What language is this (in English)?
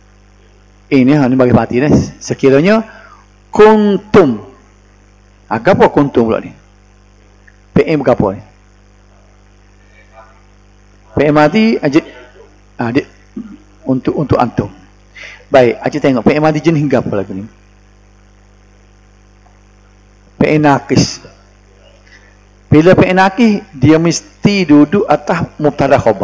Malay